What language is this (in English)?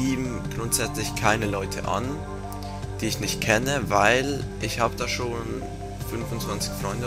Swiss German